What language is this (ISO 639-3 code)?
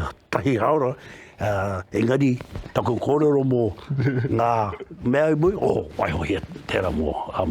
mri